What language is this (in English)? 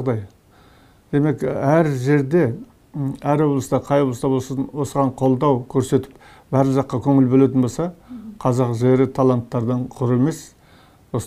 Kazakh